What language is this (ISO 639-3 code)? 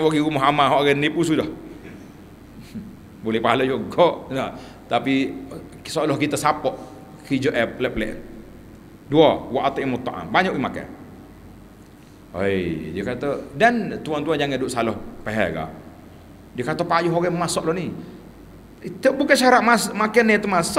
msa